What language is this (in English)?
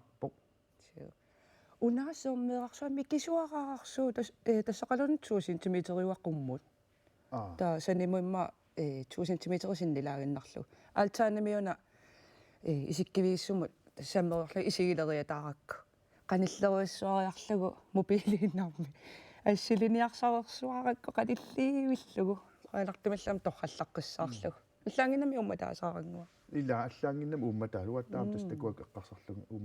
Kalaallisut